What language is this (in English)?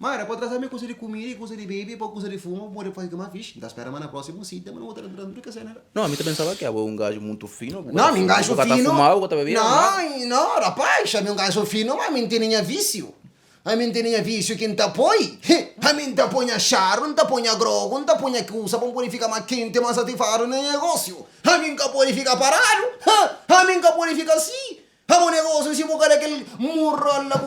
Kabuverdianu